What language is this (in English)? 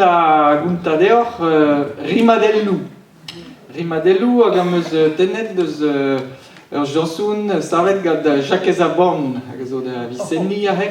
Breton